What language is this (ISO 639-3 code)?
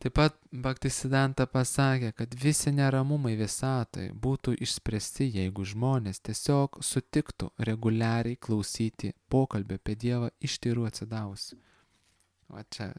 lit